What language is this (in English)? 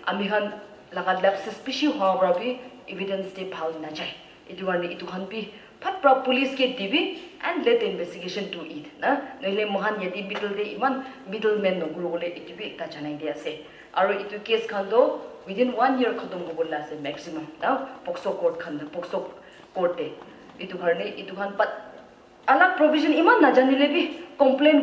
Naga Pidgin